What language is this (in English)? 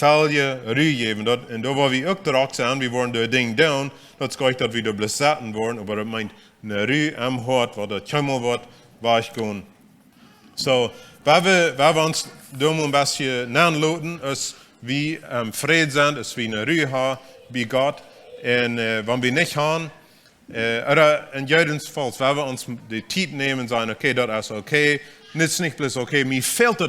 Plautdietsch